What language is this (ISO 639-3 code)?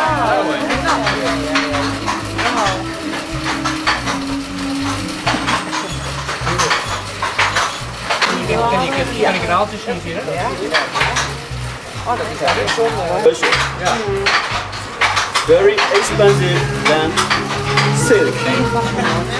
nld